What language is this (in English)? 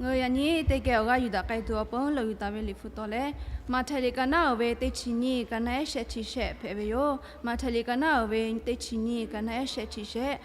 Lahu